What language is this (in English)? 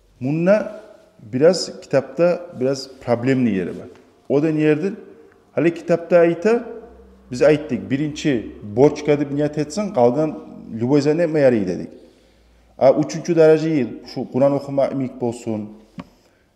Kumyk